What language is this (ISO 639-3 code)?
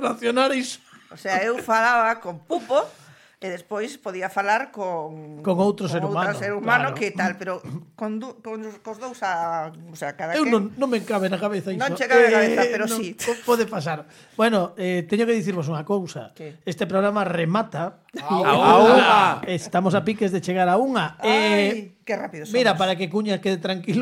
glg